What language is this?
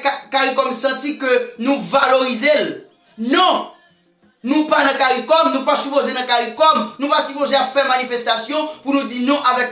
Haitian Creole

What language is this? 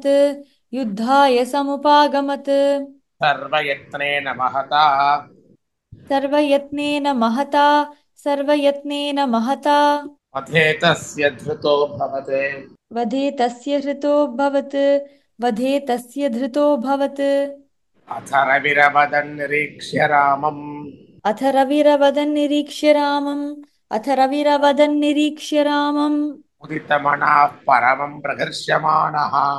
Sanskrit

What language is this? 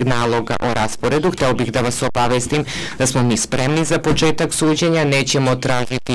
Serbian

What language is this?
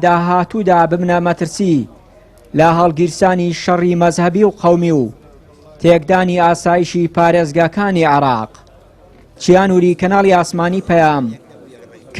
Central Kurdish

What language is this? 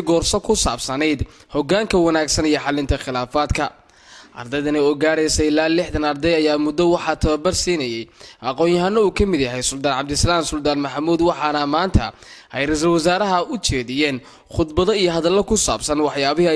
Somali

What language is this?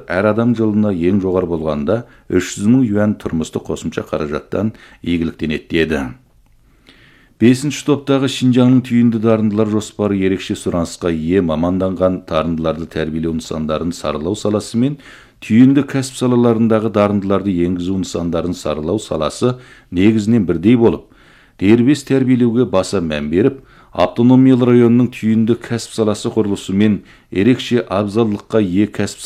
Kazakh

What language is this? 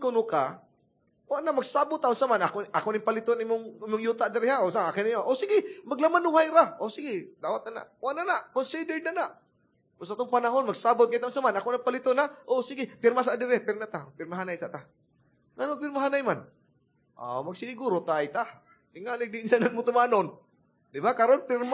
Cebuano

